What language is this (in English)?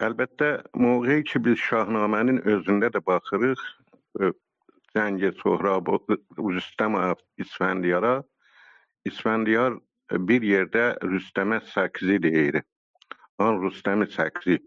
South Azerbaijani